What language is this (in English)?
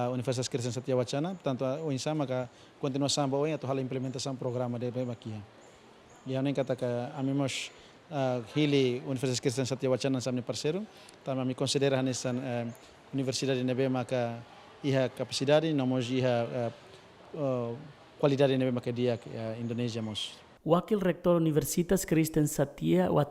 Tetum